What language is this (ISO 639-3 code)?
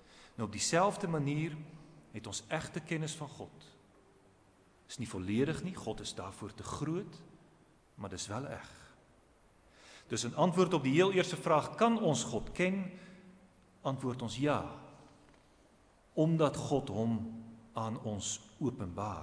afr